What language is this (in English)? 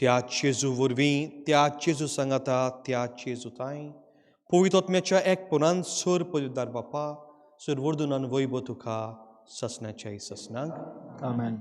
Konkani